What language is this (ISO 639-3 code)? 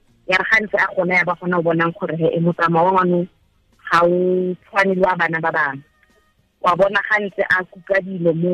tsn